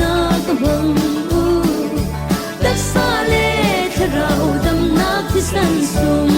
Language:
Falam Chin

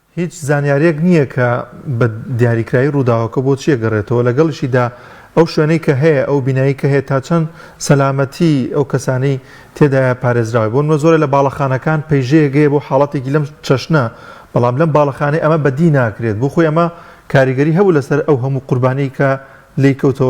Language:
Central Kurdish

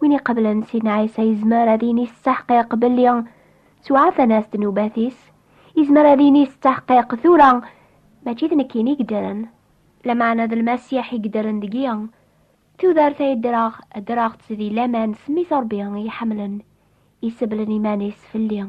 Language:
Kabyle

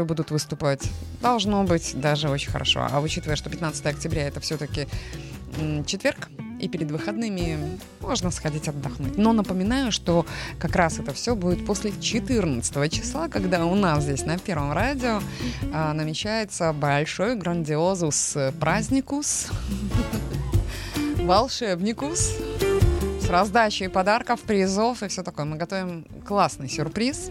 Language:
Russian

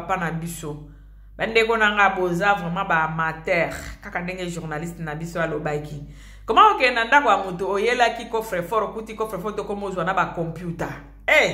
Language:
Lingala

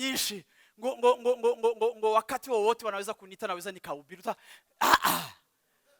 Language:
Rundi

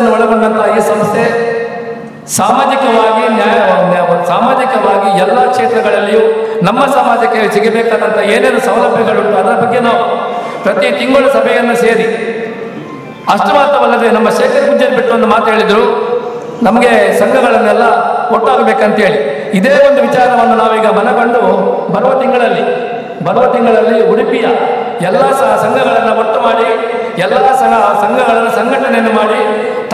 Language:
Kannada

